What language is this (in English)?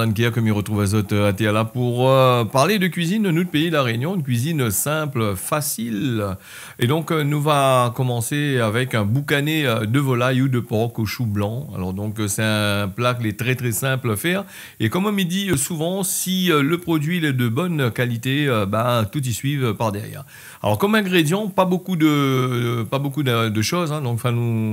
Réunion Creole French